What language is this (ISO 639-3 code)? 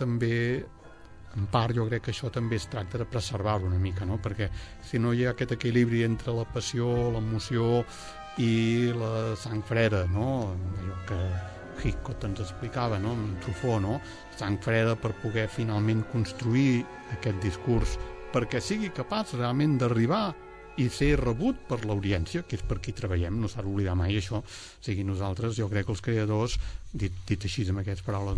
cat